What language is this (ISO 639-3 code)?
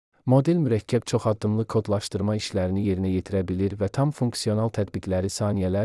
aze